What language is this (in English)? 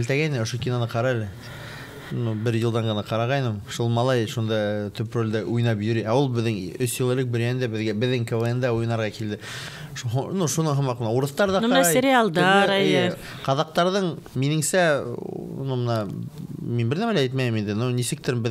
Bashkir